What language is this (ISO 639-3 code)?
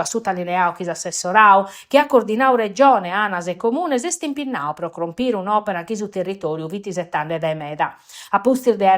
srd